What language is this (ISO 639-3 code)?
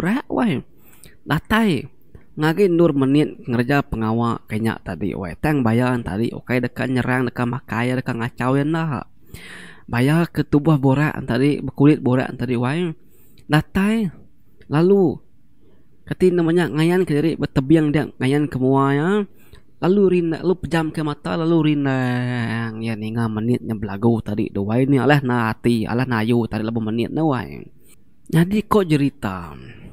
iba